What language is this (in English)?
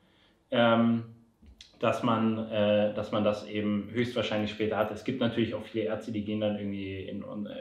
German